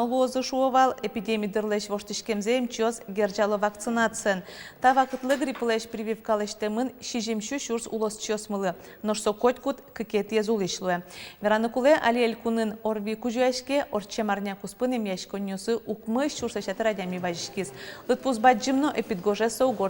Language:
Udmurt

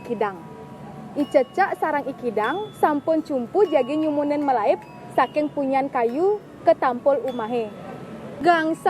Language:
Balinese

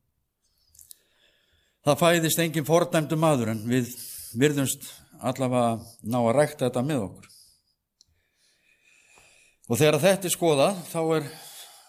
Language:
Icelandic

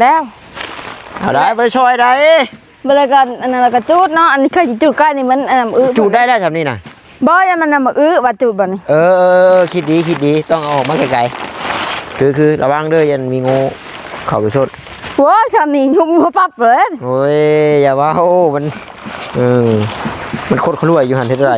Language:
Northeastern Thai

